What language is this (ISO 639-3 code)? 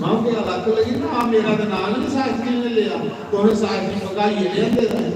doi